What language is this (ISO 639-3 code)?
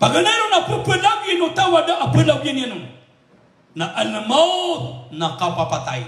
mrw